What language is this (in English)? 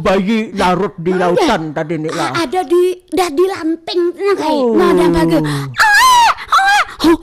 Banjar